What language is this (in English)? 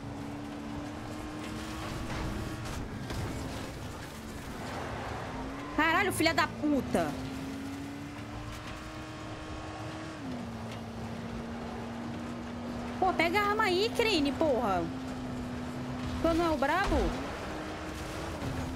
Portuguese